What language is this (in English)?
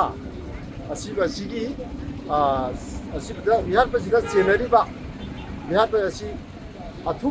Manipuri